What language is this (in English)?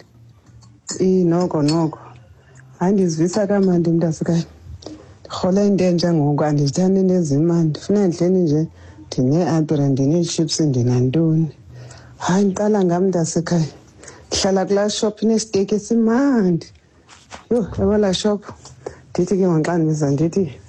Xhosa